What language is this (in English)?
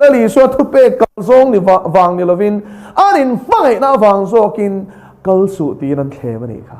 Mizo